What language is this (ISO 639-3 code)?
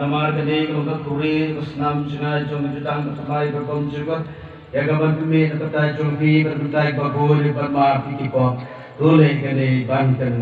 kha